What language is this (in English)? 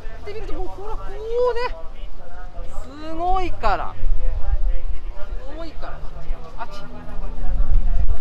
Japanese